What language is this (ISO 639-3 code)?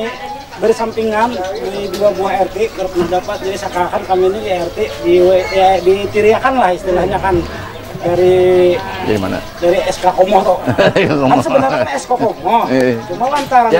bjn